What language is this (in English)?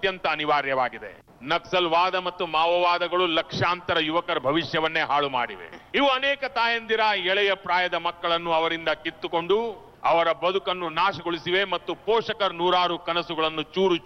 Kannada